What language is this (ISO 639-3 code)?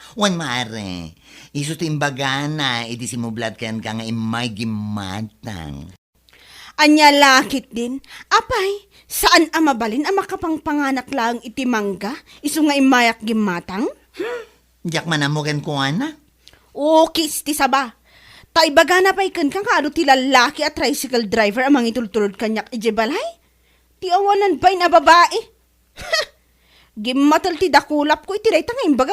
ilo